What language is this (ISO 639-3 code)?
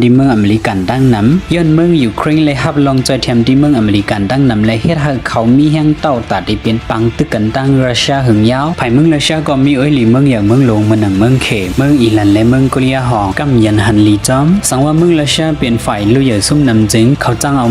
shn